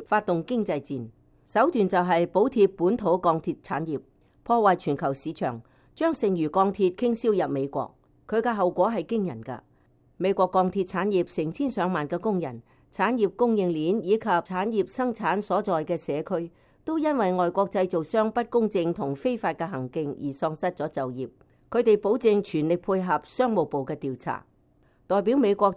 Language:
Cantonese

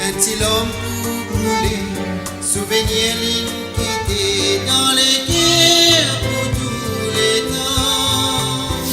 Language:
Morisyen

